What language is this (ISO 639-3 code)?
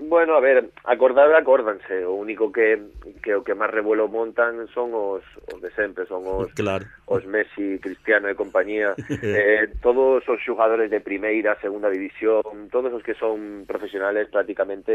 glg